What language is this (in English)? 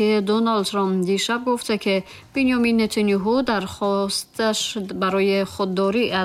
Tajik